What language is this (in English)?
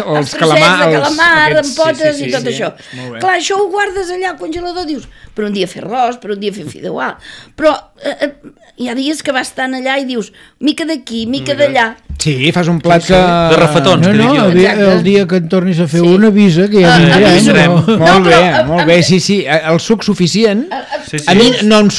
Catalan